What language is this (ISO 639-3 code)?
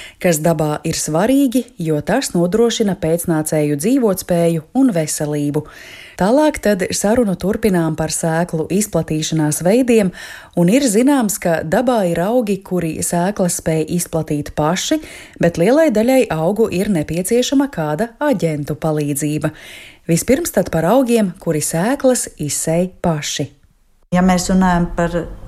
lav